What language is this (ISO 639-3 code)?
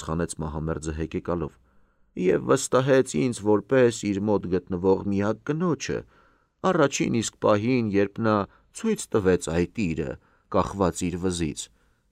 hye